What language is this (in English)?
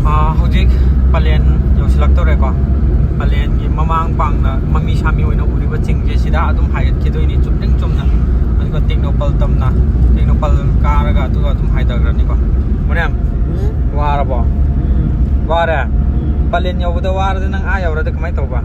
Manipuri